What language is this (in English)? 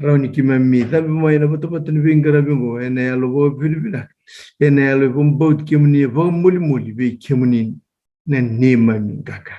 Fijian